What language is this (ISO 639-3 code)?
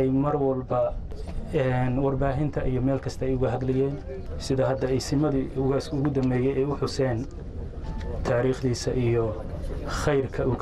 som